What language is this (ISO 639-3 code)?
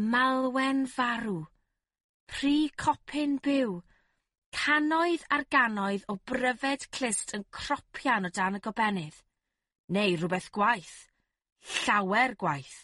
cym